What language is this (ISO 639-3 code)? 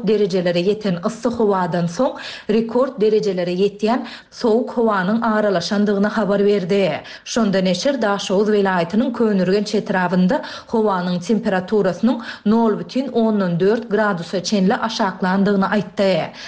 tuk